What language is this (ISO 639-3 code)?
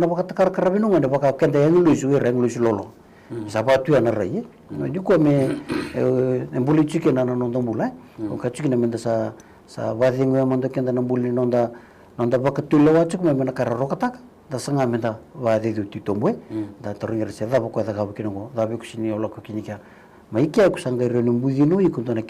fij